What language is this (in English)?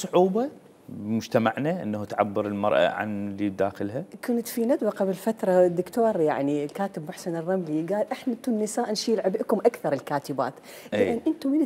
Mesopotamian Arabic